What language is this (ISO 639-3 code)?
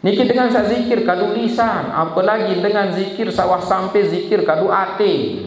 sas